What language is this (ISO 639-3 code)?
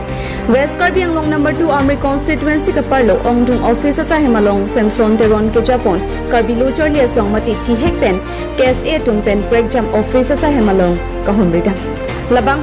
mjw